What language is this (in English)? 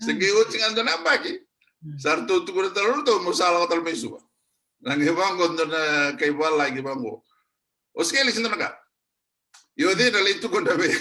Fijian